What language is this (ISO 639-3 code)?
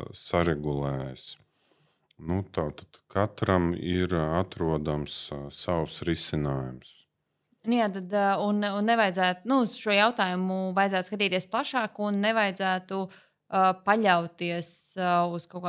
lav